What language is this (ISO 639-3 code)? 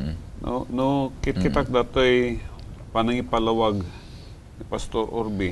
ilo